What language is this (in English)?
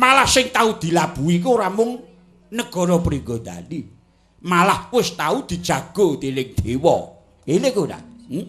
Javanese